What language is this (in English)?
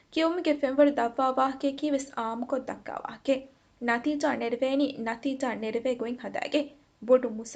Divehi